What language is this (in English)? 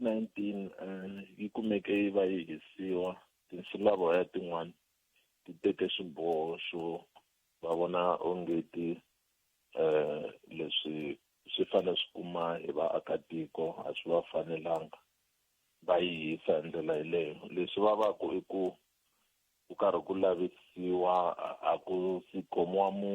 Tsonga